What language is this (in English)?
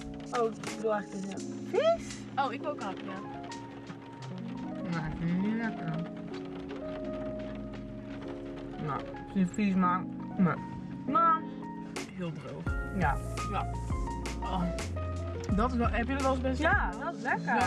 Dutch